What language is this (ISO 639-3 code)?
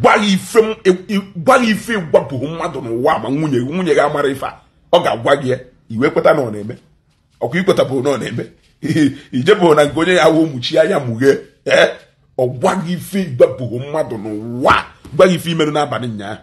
ibo